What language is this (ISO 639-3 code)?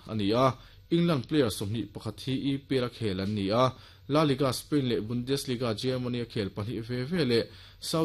lus